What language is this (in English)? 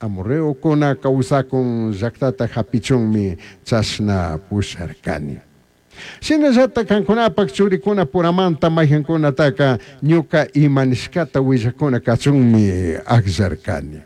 Chimborazo Highland Quichua